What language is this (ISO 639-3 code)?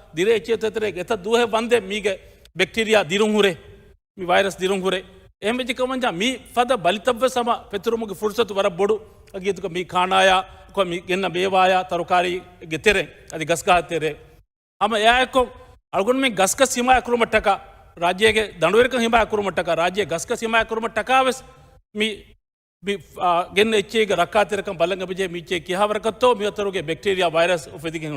div